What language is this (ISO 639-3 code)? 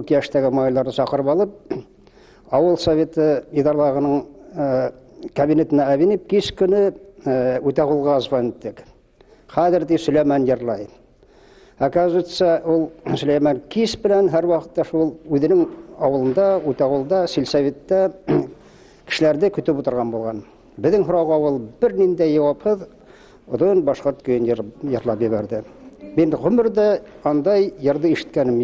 bak